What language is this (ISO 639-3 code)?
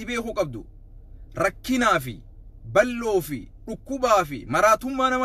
orm